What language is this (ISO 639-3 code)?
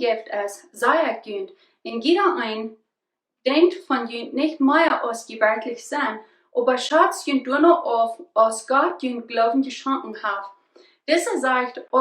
pdt